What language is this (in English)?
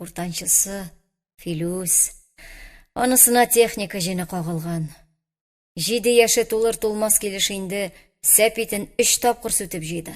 Tatar